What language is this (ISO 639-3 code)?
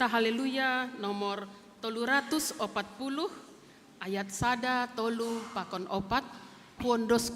bts